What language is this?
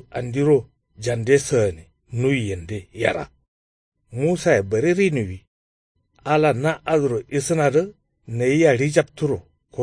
Kanuri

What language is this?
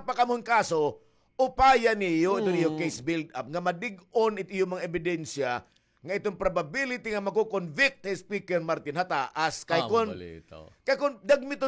Waray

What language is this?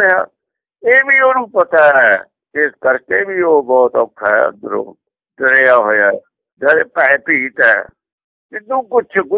Punjabi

